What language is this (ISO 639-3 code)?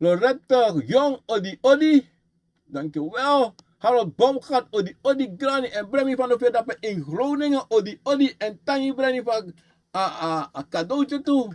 srn